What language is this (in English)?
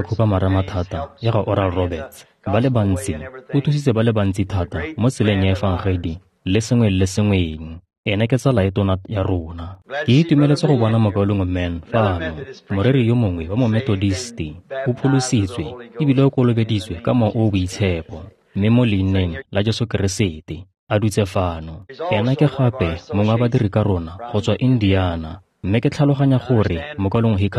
Tswana